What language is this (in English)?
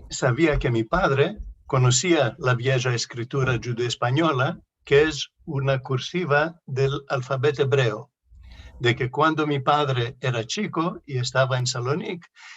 Ladino